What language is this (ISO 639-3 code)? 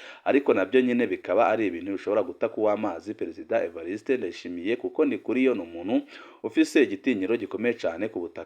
run